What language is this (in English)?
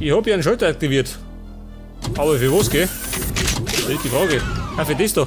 Bavarian